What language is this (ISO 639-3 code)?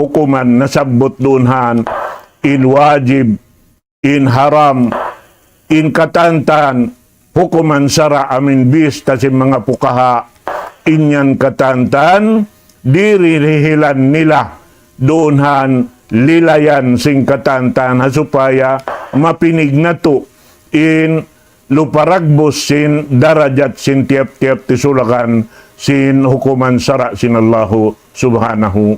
tsg